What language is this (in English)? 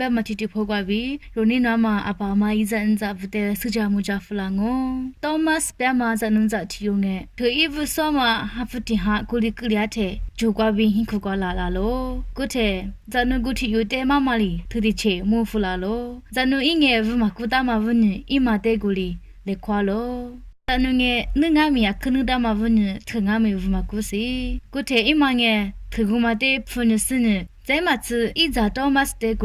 Lisu